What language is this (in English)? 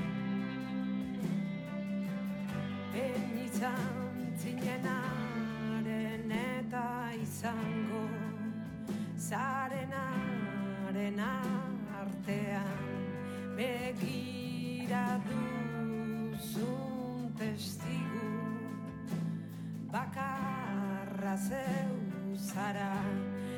Basque